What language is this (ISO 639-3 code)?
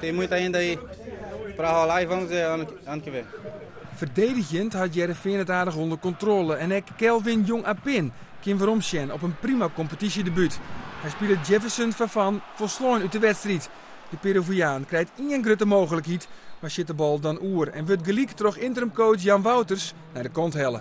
fry